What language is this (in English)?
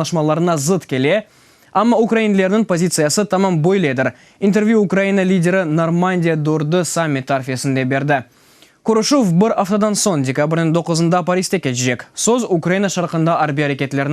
Crimean Tatar